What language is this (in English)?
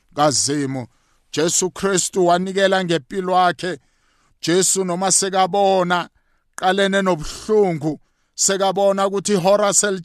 South Ndebele